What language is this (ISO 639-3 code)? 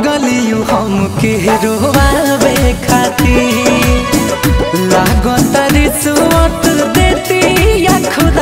bho